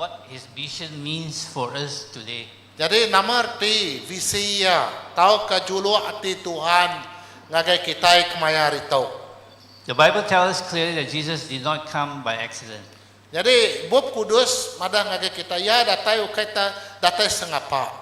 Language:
Iban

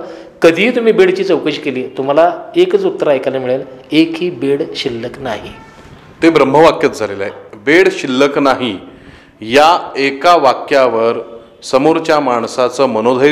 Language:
Marathi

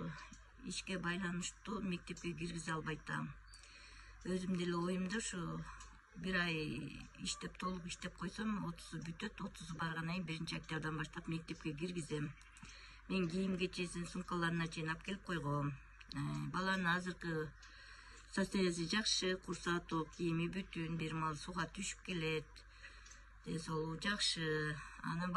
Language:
Kyrgyz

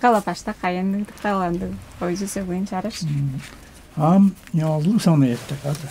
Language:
Tuvinian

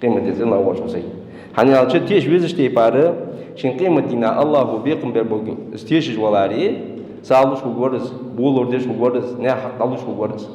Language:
Ingush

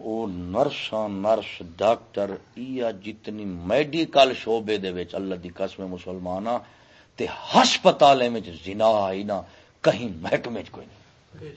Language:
Saraiki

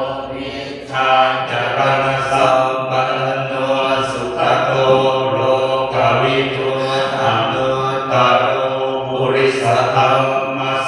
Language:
Pali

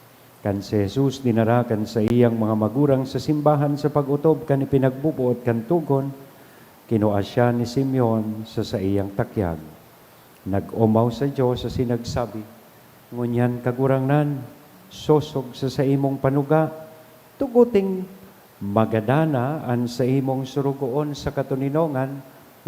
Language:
Bikol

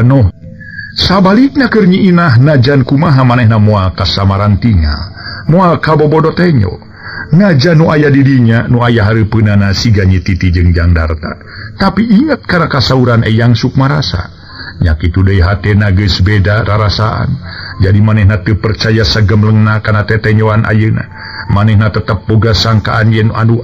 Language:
Sundanese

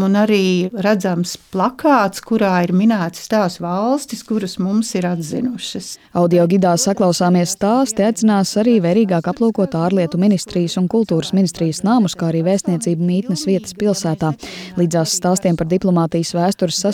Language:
Latvian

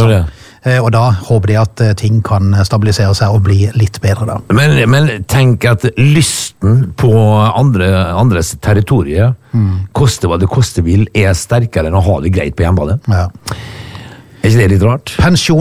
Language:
Norwegian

